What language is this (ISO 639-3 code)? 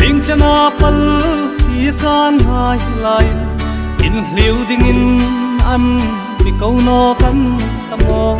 hmr